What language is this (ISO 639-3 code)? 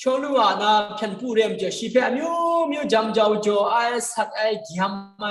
kac